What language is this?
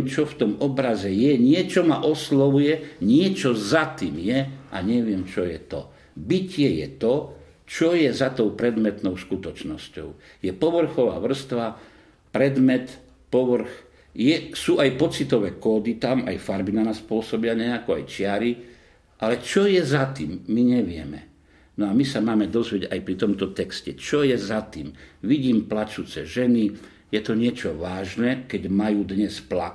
Slovak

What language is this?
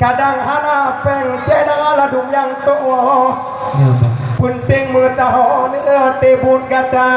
Achinese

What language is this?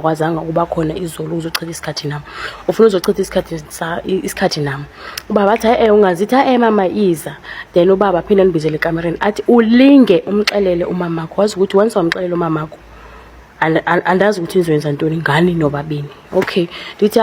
Zulu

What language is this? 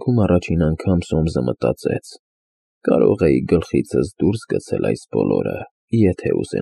Armenian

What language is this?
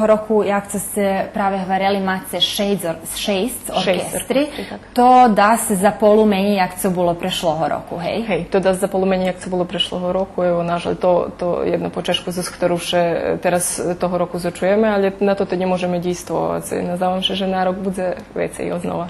Rusyn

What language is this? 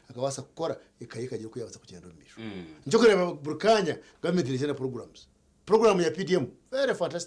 Nyankole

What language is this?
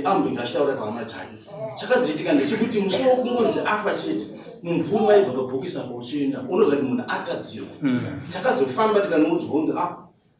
Shona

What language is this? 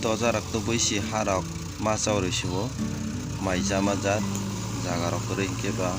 Kok Borok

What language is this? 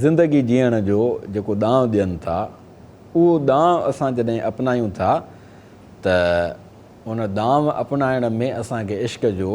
Sindhi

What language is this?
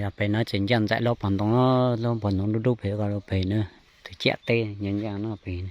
Hmong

